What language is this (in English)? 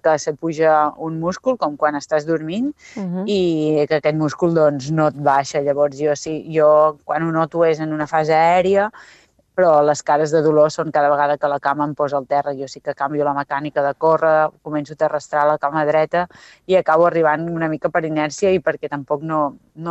Catalan